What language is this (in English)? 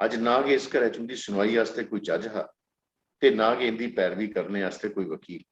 Dogri